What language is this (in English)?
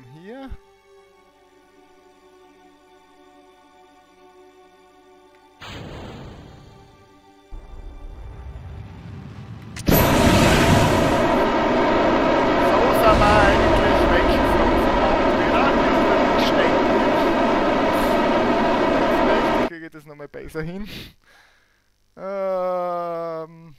German